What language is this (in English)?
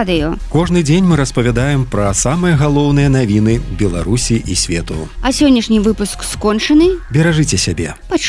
Belarusian